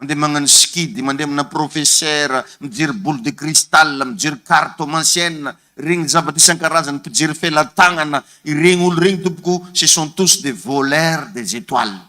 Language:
Malagasy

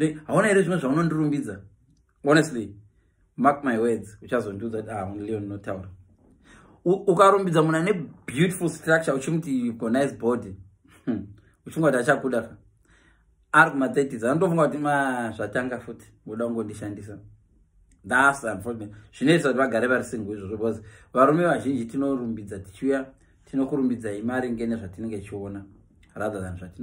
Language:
Shona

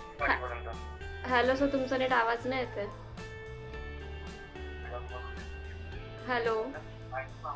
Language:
Marathi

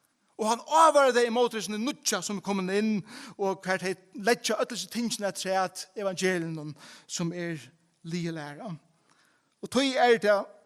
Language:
Faroese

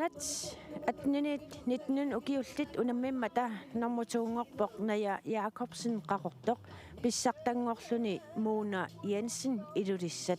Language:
Kalaallisut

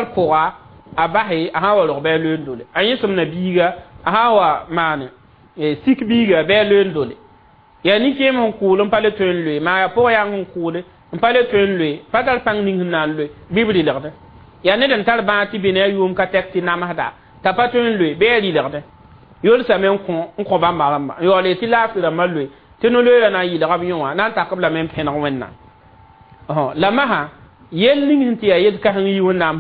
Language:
Mossi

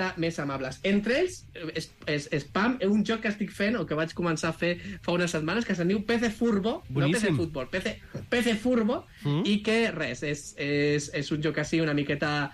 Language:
Catalan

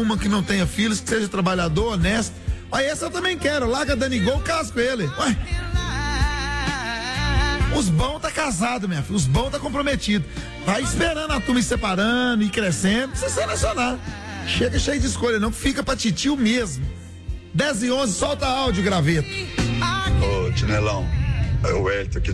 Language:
Portuguese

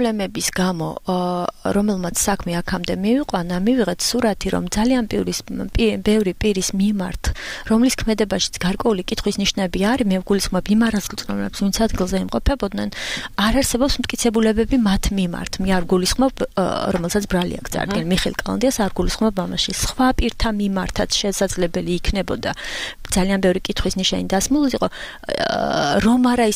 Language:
Georgian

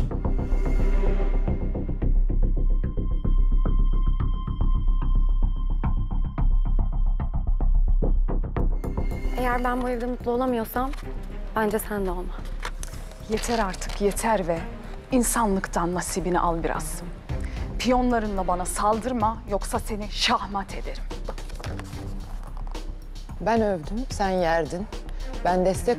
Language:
Turkish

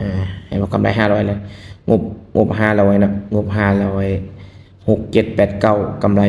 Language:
Lao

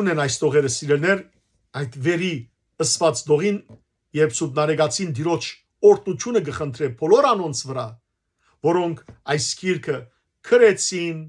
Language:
Western Armenian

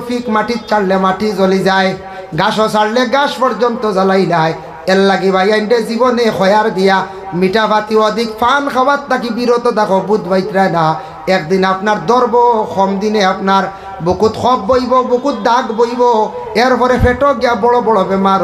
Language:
Sylheti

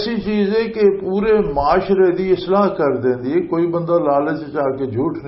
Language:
Western Panjabi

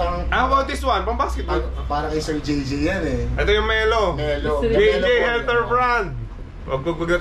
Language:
Filipino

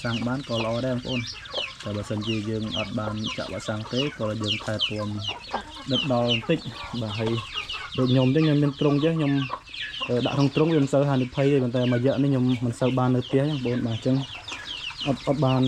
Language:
Khmer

